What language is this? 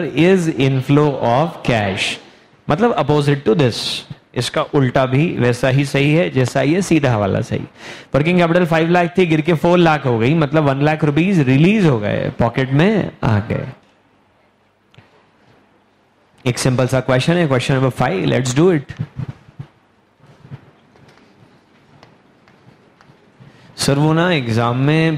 Hindi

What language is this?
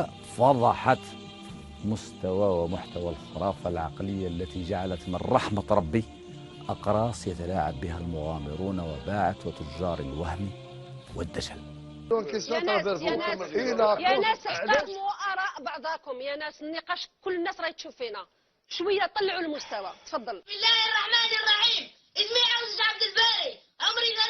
Algerian Arabic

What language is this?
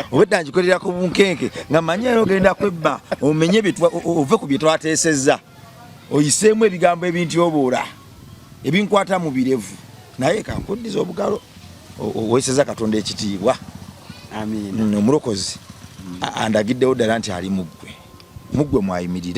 Ganda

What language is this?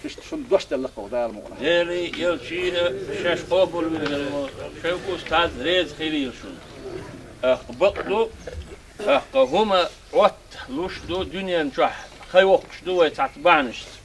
Chechen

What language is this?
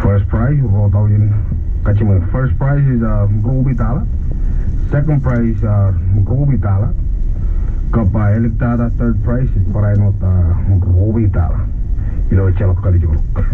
Marshallese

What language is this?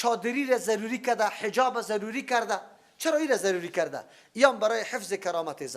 Persian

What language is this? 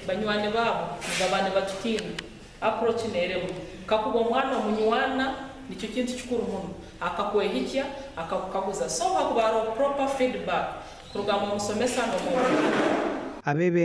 Nyankole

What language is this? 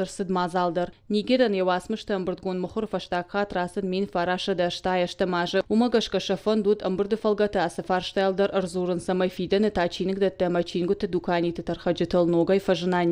Ossetic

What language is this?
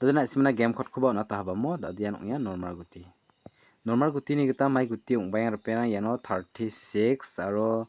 Garo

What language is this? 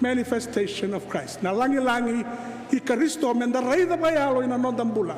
Fijian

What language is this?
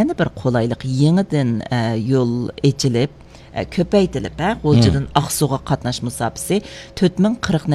Uyghur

